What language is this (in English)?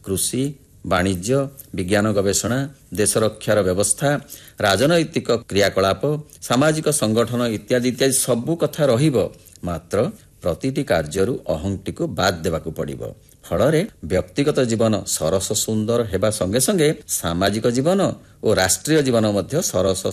Odia